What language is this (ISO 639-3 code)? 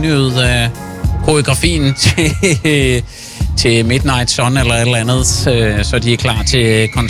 dan